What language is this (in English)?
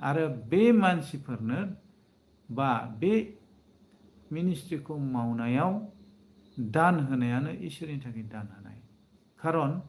Bodo